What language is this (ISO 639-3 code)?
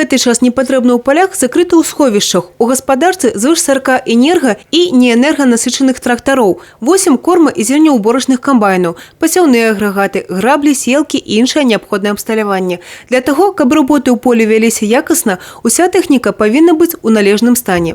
bel